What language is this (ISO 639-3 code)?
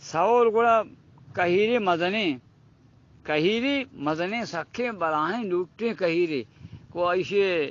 bgp